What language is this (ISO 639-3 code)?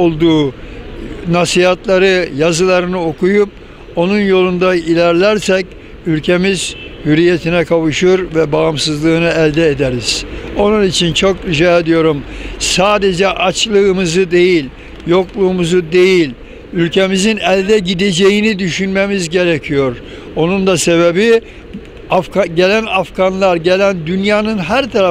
tur